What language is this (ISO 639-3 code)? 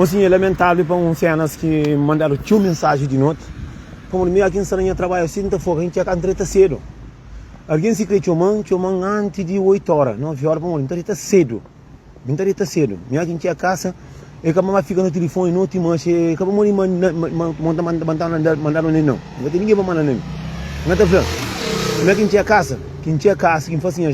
kea